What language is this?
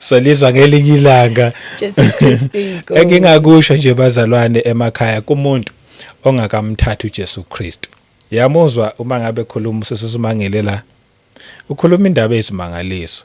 Zulu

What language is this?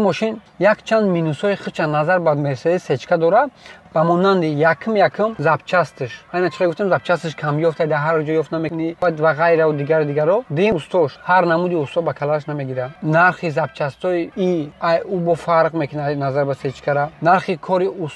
Tajik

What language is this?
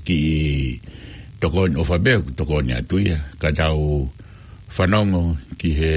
Tongan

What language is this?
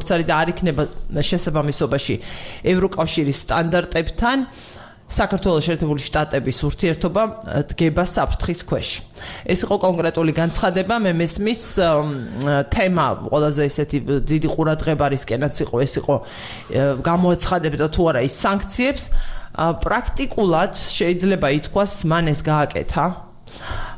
Georgian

